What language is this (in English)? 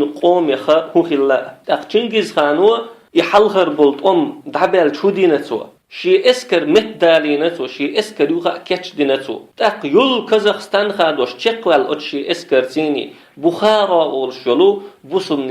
Chechen